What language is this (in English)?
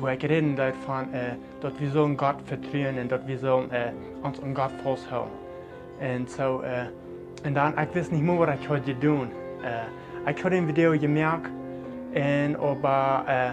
Plautdietsch